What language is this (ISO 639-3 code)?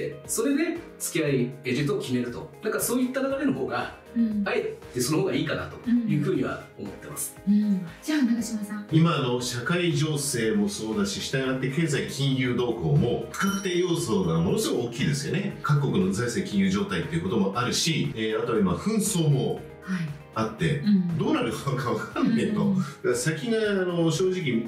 jpn